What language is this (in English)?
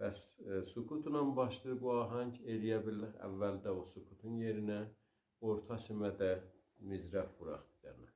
South Azerbaijani